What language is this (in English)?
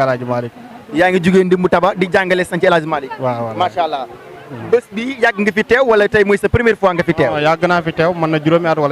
Wolof